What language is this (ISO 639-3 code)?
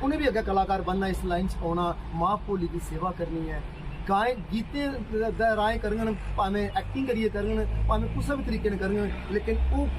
doi